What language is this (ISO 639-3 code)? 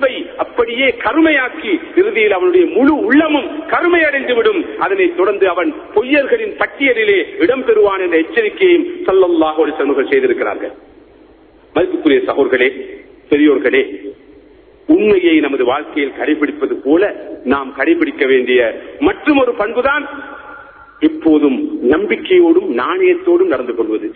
tam